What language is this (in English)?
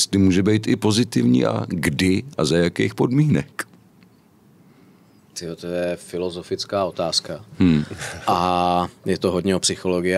Czech